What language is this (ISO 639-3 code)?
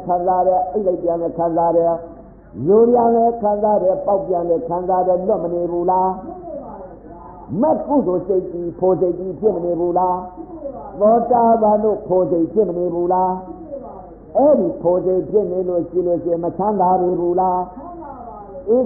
mya